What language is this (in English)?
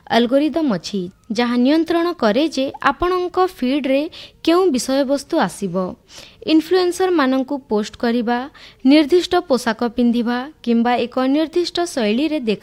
Odia